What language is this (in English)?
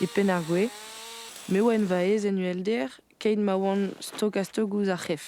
Breton